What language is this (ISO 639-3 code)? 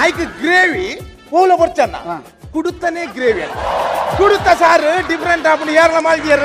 tcy